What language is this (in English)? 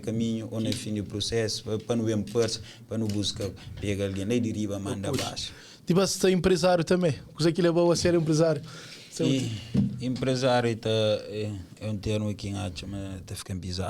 Kabuverdianu